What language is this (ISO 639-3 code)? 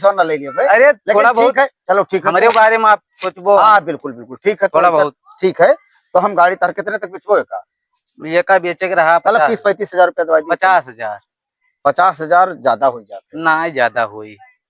awa